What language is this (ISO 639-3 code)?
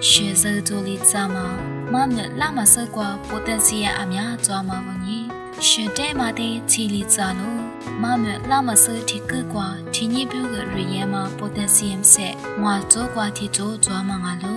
lis